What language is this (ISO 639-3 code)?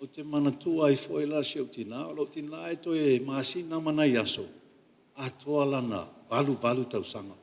smo